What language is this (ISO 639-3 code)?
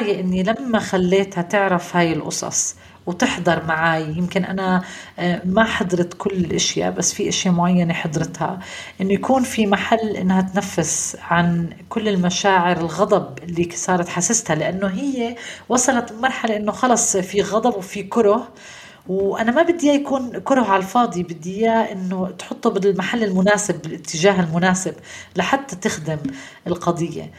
apc